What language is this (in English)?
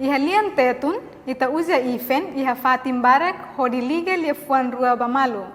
Tetum